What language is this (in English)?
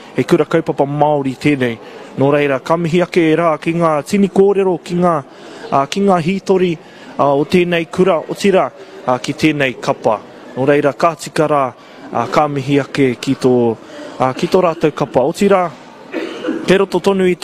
Māori